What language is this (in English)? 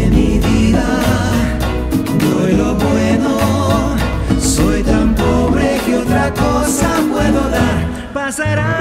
Spanish